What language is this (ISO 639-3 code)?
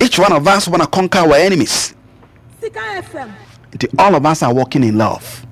aka